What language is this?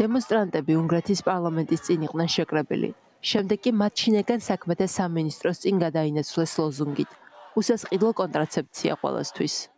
Georgian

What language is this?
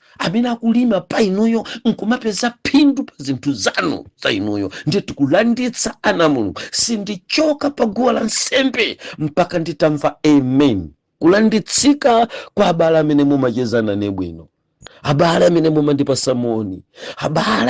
Nyanja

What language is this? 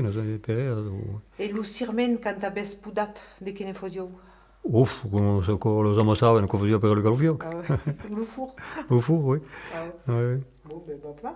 Occitan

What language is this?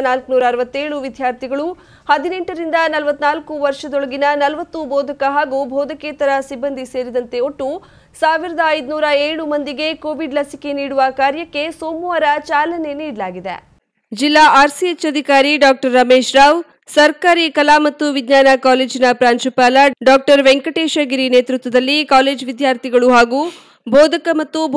Kannada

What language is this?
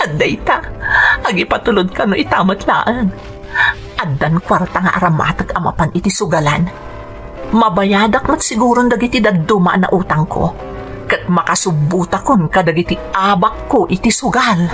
Iloko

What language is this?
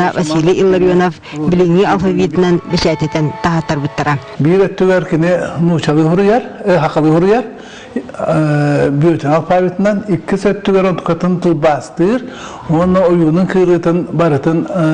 Yakut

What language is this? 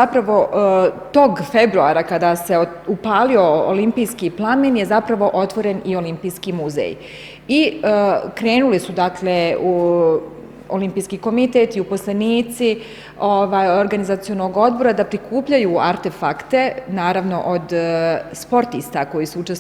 Bosnian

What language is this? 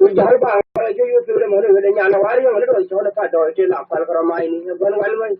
Nuer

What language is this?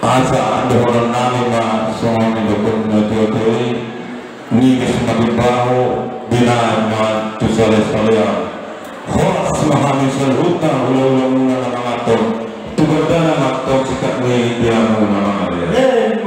Batak Toba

